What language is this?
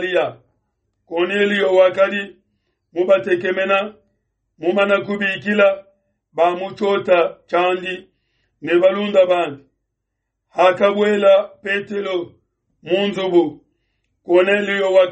Luba-Lulua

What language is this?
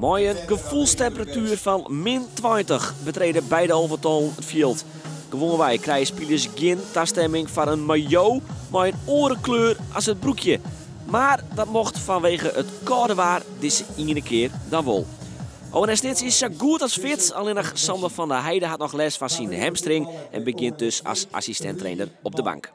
Western Frisian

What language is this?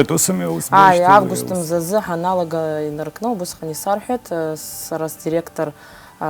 Abkhazian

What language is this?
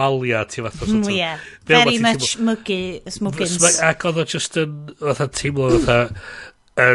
Welsh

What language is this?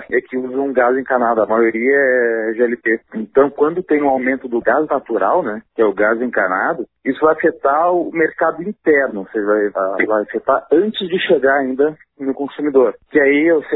Portuguese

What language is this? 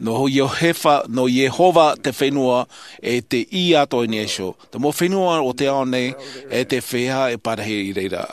Tahitian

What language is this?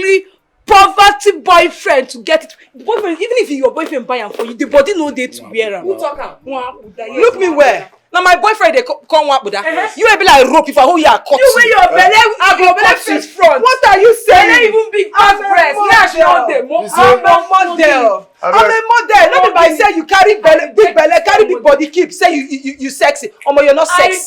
Nigerian Pidgin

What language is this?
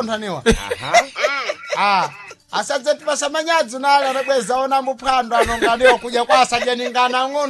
Sena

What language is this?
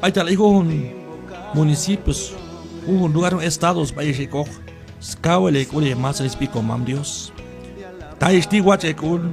Q'anjob'al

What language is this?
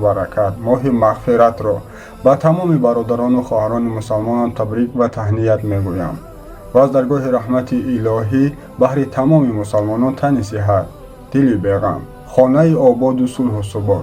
Tajik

